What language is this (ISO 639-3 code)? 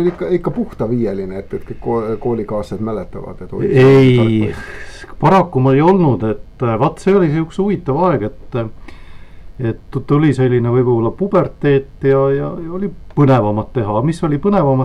est